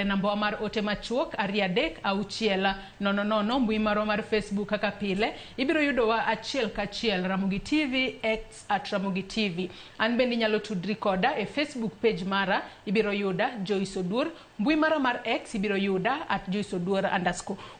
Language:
Luo (Kenya and Tanzania)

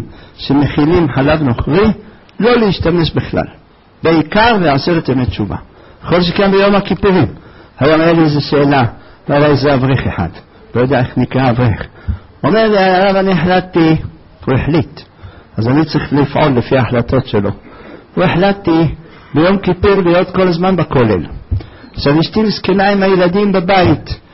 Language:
Hebrew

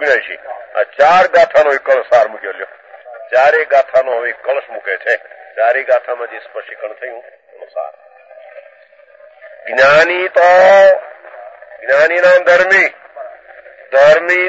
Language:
Gujarati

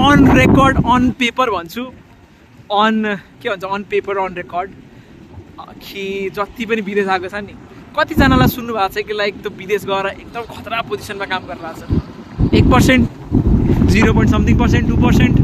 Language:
Nepali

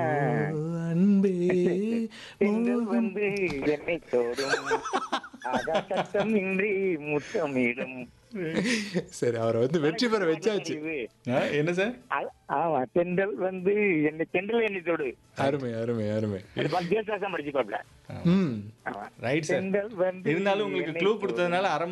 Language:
Tamil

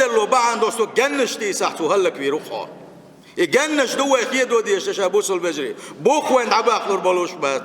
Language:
Chechen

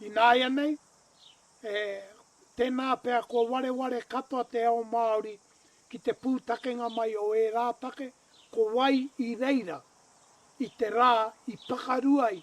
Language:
Māori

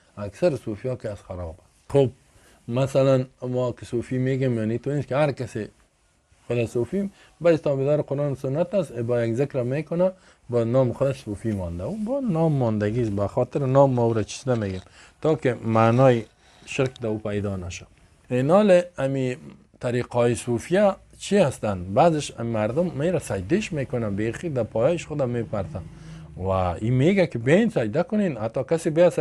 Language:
Persian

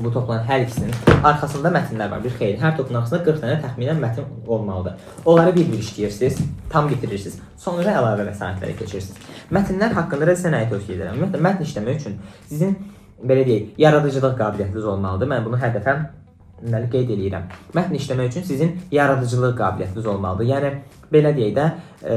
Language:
Azerbaijani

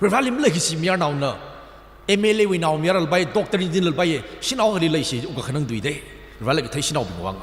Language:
Tangkhul Naga (India)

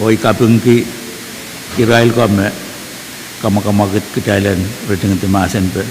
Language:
Pohnpeian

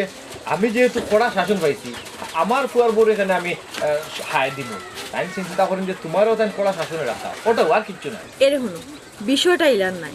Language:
Sylheti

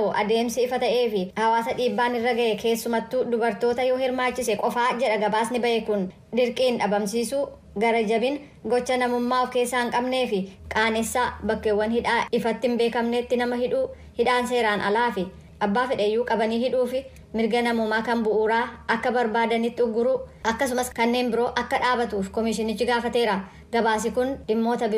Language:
Oromo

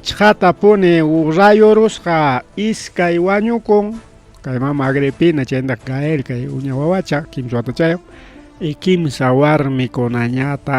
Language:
Ayacucho Quechua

